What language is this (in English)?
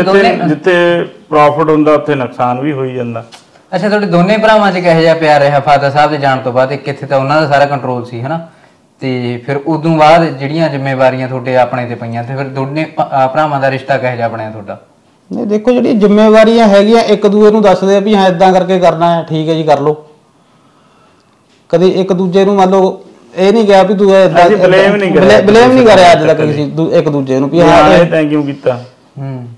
Punjabi